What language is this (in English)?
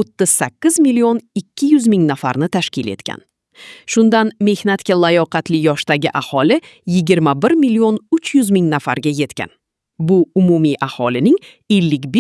Uzbek